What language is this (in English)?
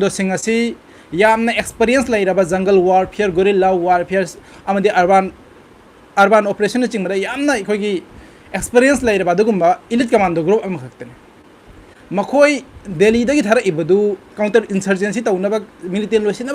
Manipuri